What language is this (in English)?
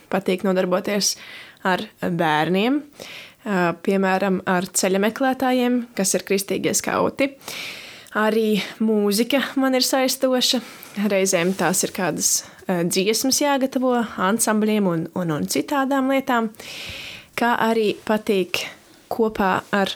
Latvian